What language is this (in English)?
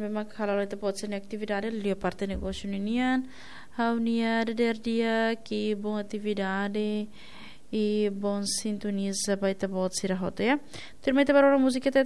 Tetum